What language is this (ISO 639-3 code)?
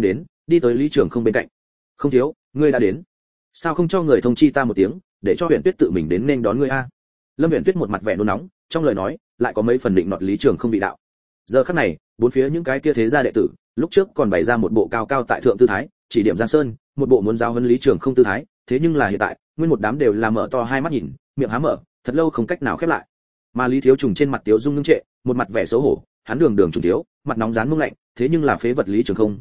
vie